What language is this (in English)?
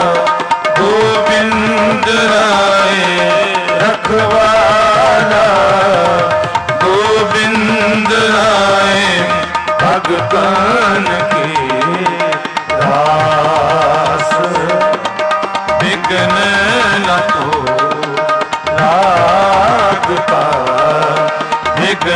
Punjabi